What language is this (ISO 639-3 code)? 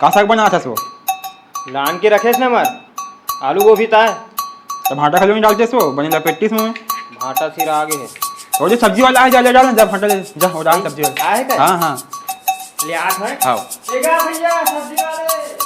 hne